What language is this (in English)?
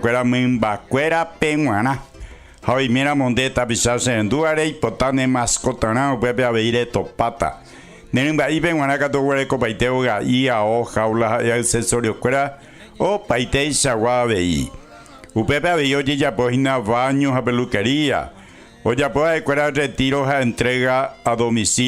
Guarani